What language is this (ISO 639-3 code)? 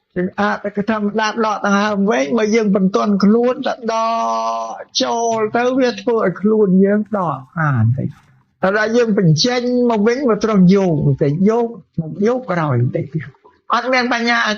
khm